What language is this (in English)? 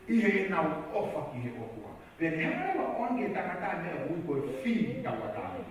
Tongan